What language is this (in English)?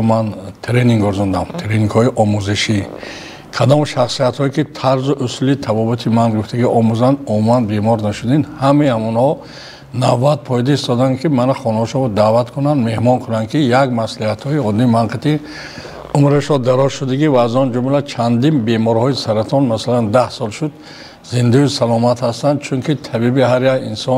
Tajik